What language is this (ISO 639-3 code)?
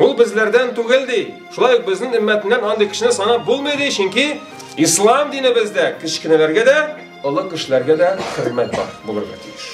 tat